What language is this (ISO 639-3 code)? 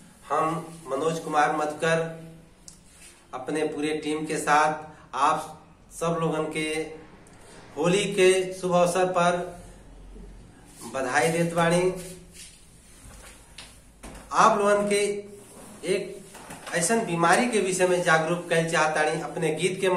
bho